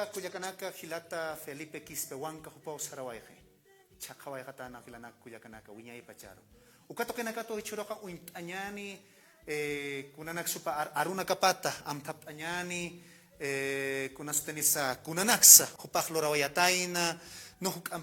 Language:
Aymara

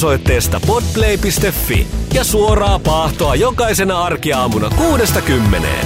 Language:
Finnish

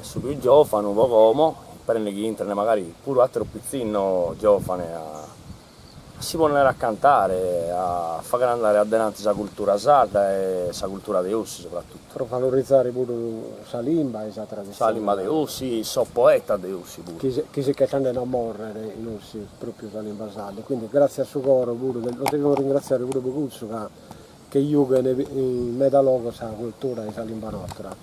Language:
Sardinian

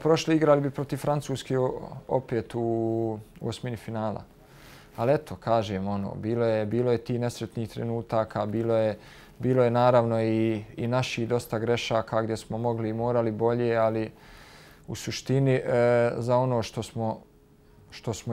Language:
Bosnian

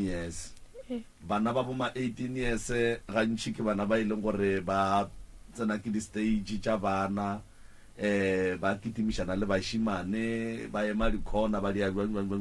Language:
Northern Sotho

